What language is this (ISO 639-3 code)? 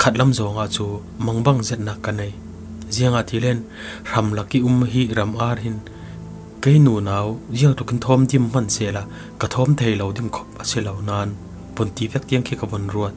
cfm